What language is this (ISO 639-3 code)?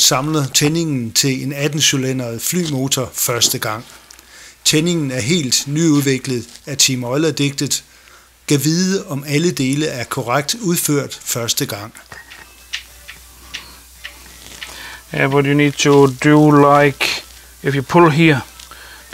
dan